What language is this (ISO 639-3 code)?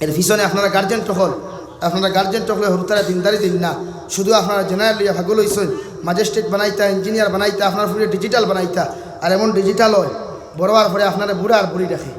syl